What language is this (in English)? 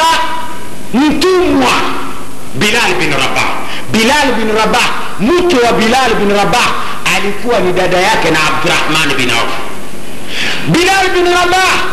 Swahili